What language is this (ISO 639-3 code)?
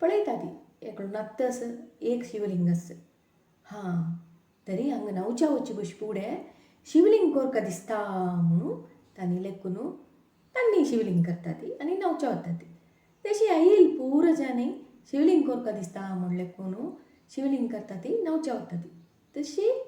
kok